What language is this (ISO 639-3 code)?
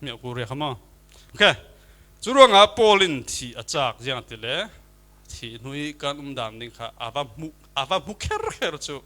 cfm